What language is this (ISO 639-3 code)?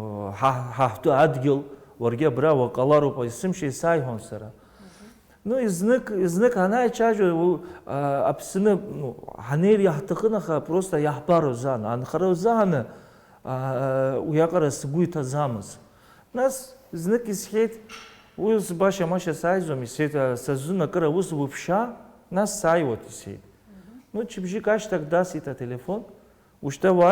abk